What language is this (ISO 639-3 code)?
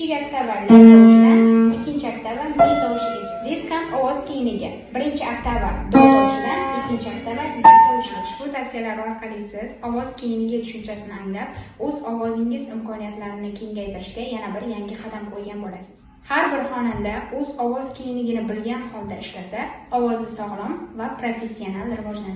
uzb